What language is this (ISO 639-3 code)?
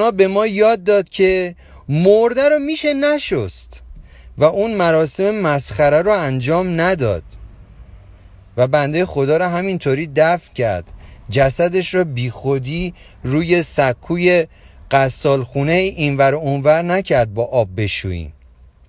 fas